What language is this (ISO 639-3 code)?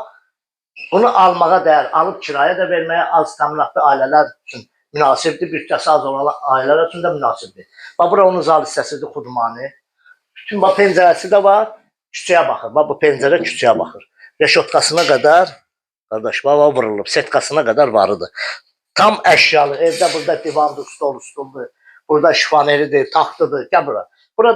aze